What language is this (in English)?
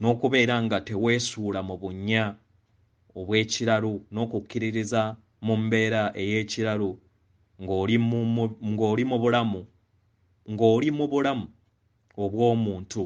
Ganda